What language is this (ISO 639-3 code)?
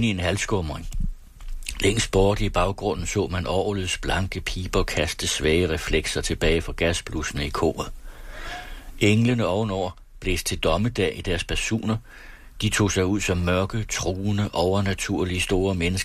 dan